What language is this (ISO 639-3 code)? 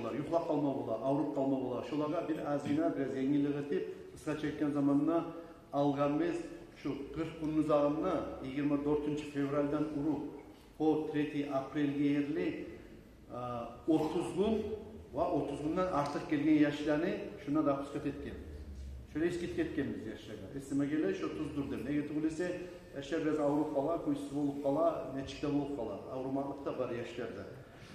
kum